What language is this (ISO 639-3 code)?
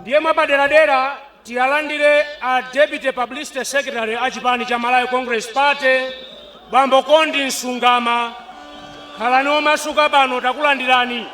nya